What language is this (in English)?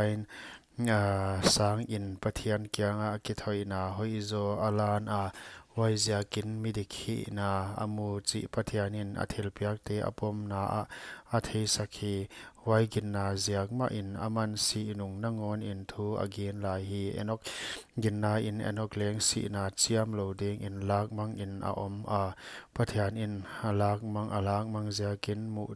Paite Chin